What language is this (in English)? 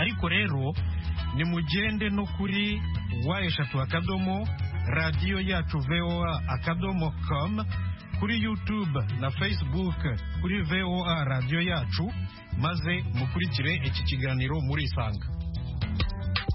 Kinyarwanda